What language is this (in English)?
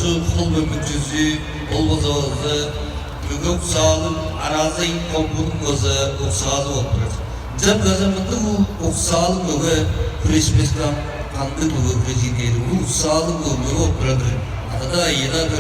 Tuvinian